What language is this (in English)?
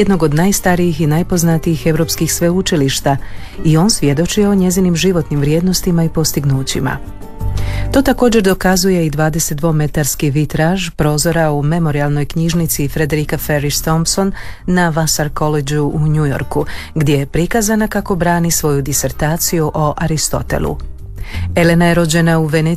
Croatian